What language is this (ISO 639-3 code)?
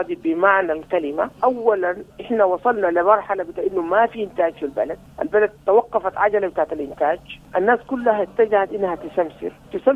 apd